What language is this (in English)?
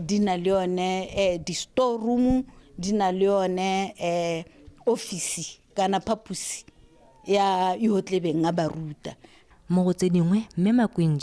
Tswana